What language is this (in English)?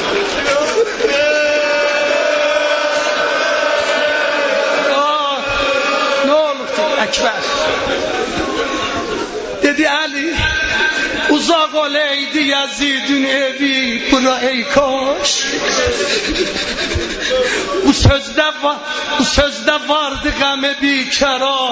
Turkish